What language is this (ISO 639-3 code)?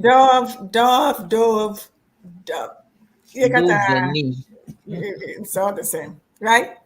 ewe